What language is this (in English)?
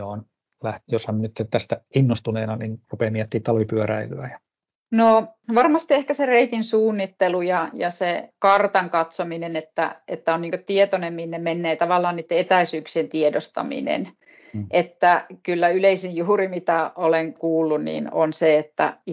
Finnish